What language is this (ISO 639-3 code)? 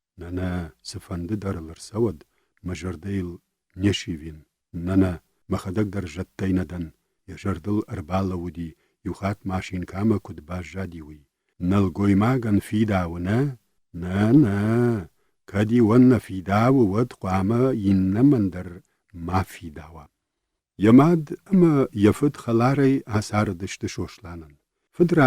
oss